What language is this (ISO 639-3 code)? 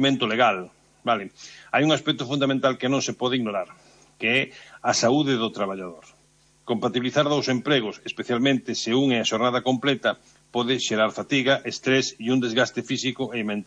glg